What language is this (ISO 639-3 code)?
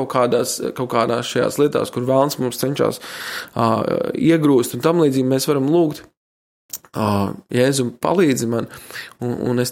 lav